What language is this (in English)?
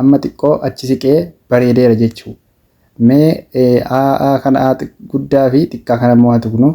Oromo